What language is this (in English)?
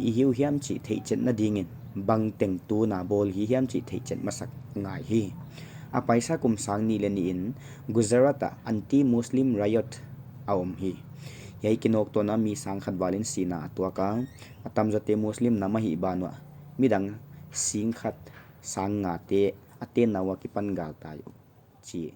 Paite Chin